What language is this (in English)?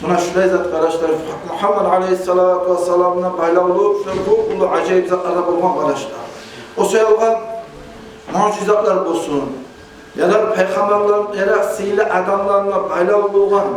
Kumyk